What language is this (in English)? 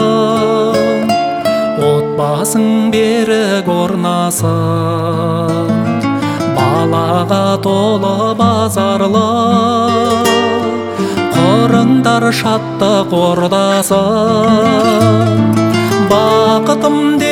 Kazakh